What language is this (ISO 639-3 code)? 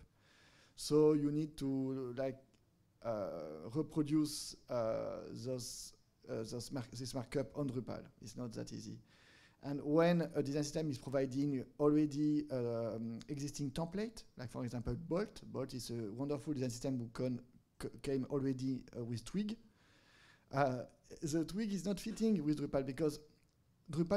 eng